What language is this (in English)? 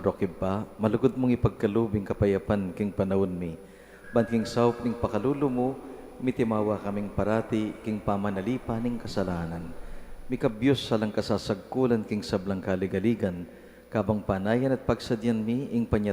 Pampanga